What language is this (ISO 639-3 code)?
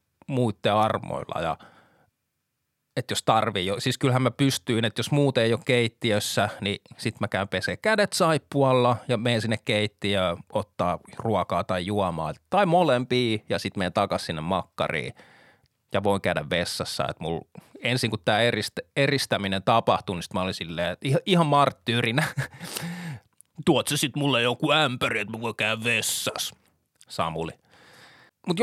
fin